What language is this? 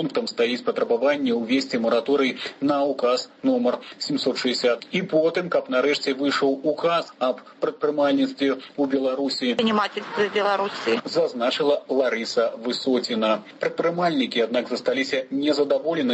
Belarusian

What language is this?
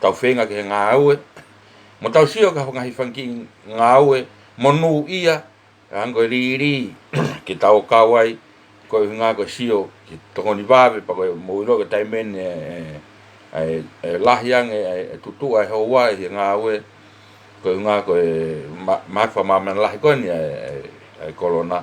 Tongan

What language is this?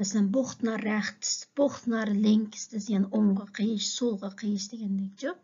Uyghur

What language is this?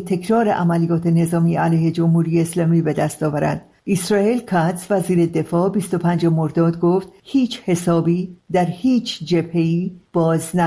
Persian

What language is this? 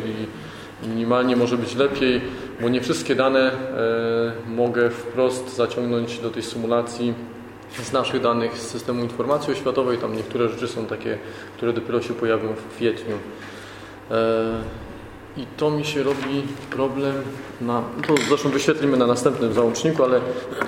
Polish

